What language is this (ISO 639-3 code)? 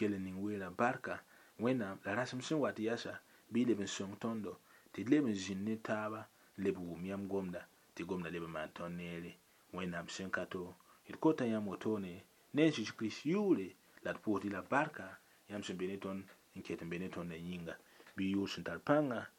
mos